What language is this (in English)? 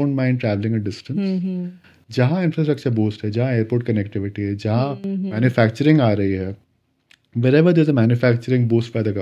Hindi